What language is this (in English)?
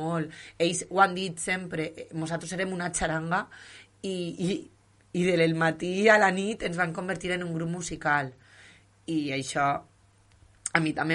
Catalan